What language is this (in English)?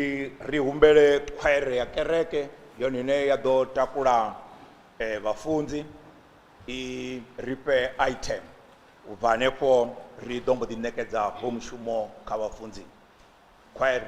Venda